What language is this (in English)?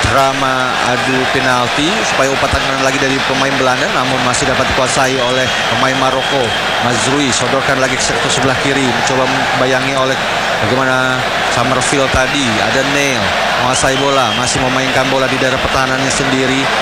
Indonesian